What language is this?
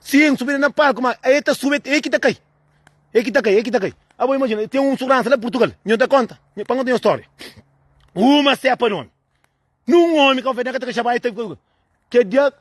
Kabuverdianu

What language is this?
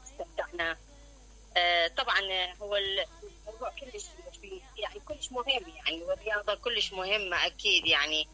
Mesopotamian Arabic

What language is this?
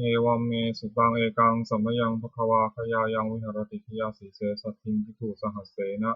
Pali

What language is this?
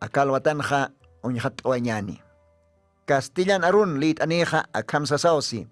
Aymara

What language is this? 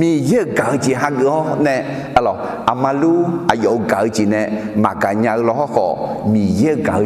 Akha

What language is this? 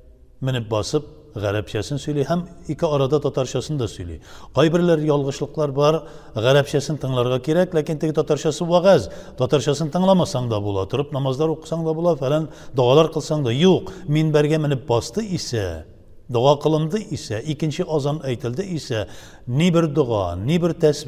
Tatar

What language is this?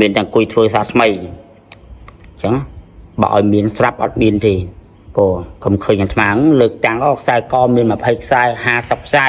Khmer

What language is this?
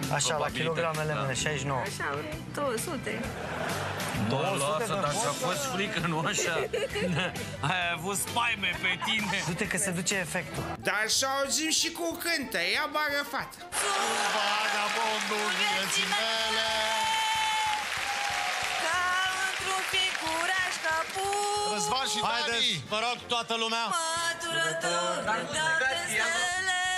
Romanian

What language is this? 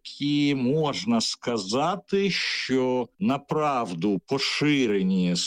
Ukrainian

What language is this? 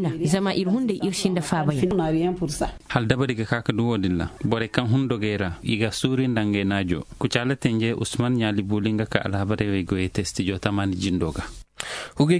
Zarma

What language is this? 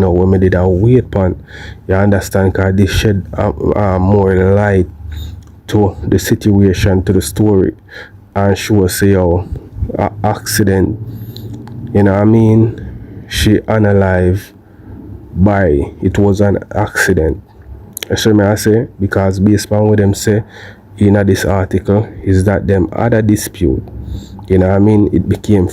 Jamaican Creole English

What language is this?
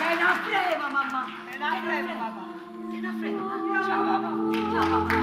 Neapolitan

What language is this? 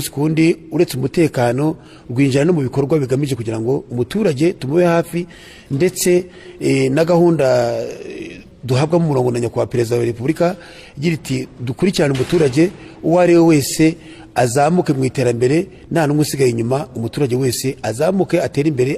Kinyarwanda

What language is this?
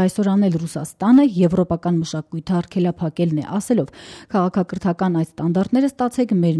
Armenian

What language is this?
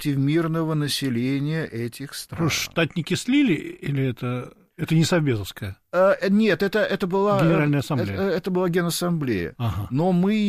Russian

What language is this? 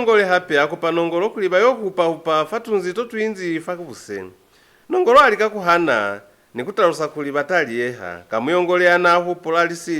Lozi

